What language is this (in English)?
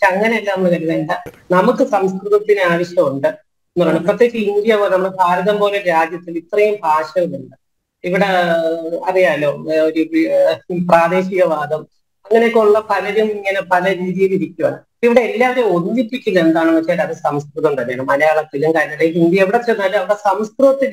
Malayalam